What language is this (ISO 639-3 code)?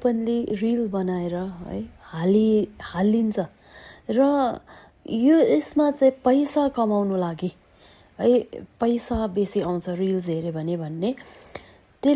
nep